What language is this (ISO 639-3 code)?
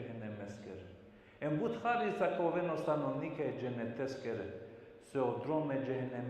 rmn